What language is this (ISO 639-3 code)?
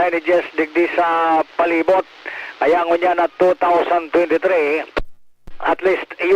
bik